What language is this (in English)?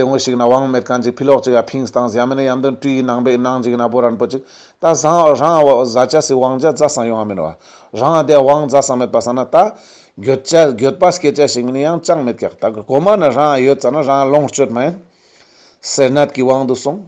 Ladakhi